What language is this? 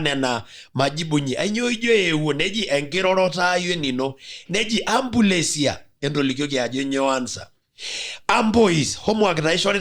Masai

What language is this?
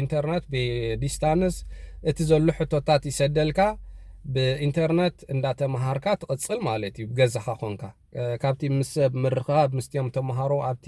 Tigrinya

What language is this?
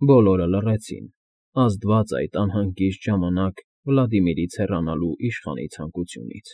Armenian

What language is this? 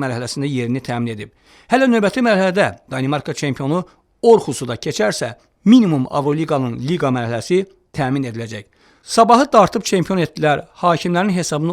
Azerbaijani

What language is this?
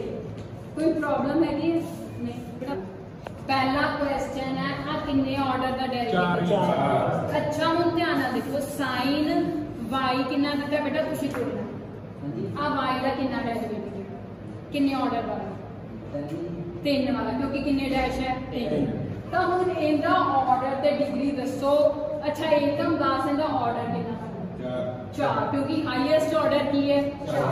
Punjabi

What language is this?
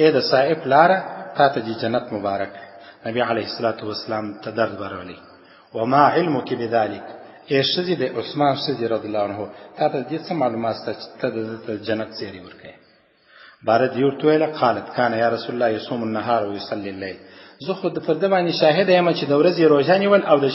Pashto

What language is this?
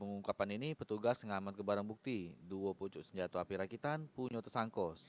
Musi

